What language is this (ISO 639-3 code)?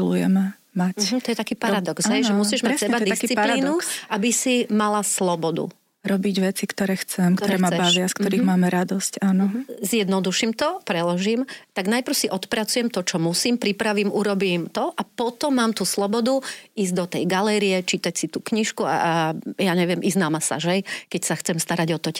slk